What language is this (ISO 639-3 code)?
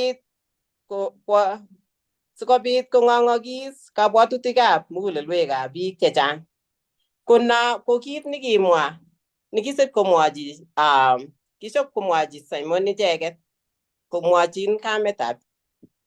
kln